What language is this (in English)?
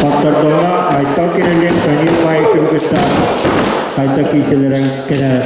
Yakut